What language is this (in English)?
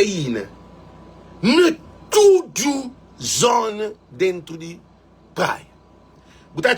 Kabuverdianu